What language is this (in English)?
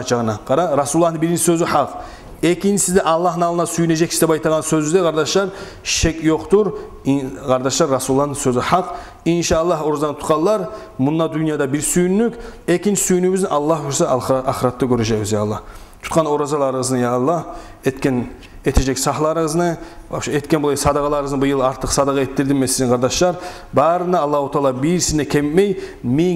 Kumyk